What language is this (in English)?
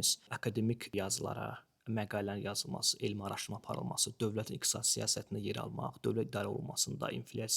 Azerbaijani